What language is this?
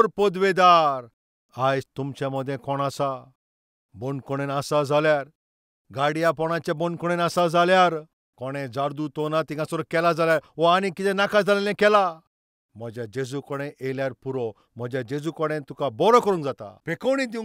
Konkani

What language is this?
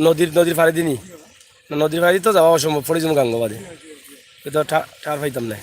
Sylheti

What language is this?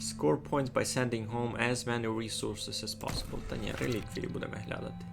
Rusyn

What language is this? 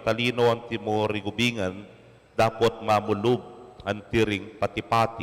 Pampanga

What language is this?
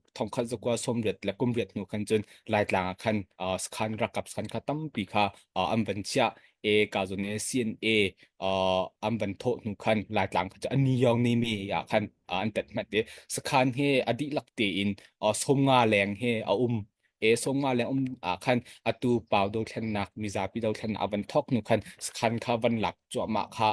Hakha Chin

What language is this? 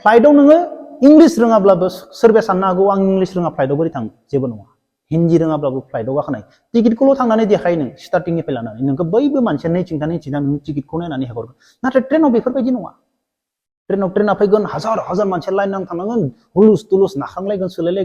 Bodo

